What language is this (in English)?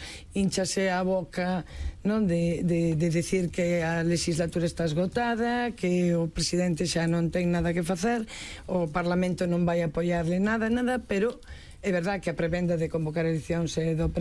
Galician